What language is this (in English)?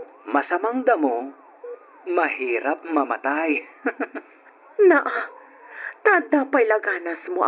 Iloko